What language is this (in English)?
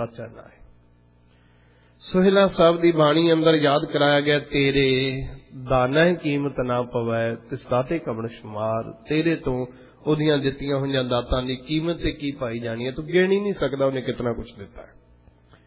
Punjabi